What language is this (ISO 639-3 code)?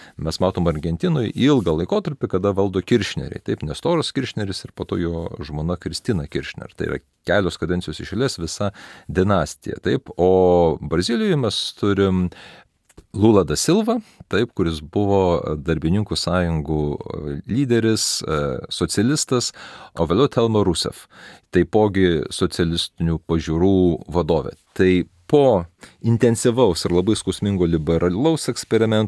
lit